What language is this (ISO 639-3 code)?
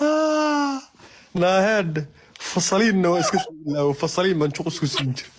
som